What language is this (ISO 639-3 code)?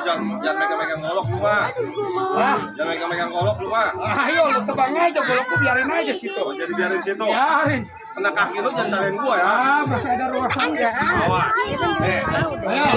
bew